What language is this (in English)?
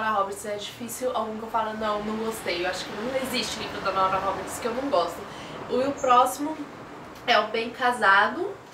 Portuguese